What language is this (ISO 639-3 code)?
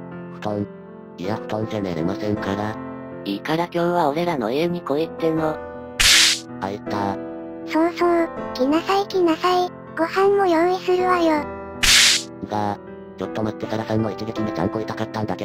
jpn